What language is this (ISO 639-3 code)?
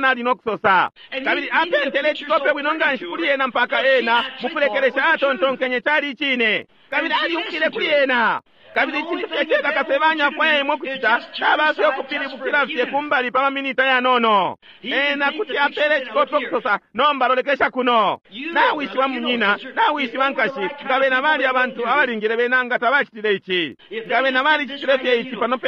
bem